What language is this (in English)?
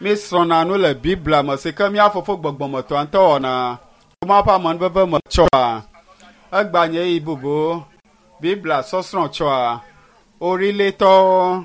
Ewe